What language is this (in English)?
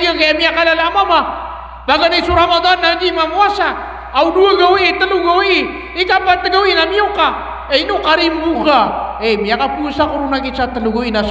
Maranao